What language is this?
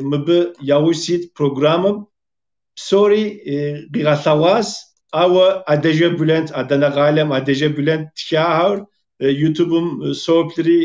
Kabardian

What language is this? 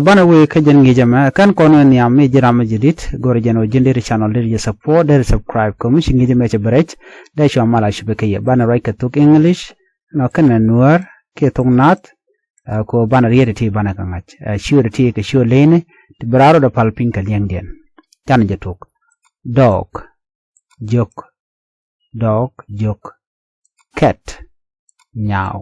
Nuer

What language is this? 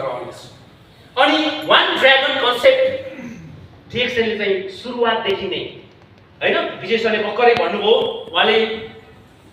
Nepali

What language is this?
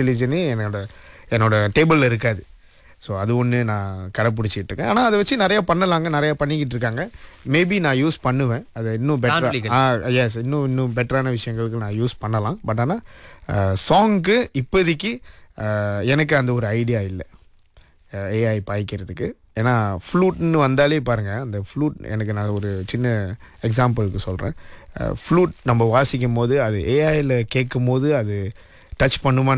Tamil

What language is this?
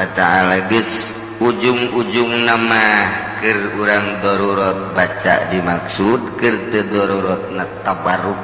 Sundanese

